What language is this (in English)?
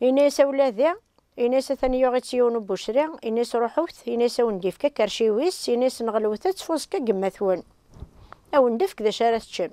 Kabyle